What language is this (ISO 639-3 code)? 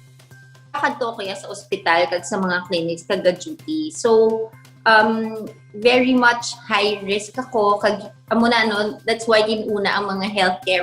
hil